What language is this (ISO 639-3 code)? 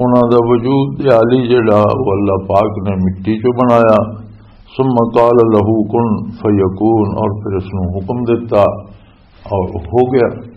lah